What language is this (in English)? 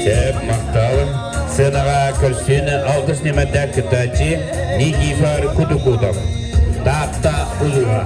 Yakut